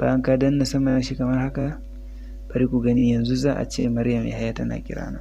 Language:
Hausa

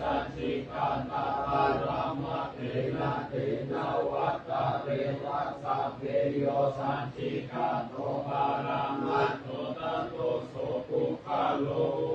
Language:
Pali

